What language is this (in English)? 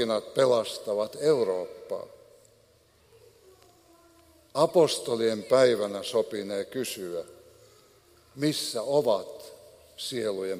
Finnish